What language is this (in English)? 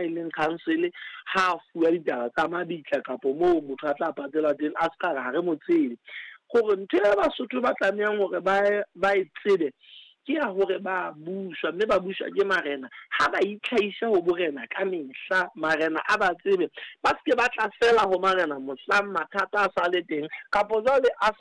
Southern Sotho